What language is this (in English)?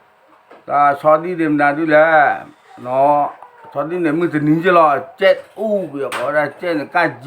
S'gaw Karen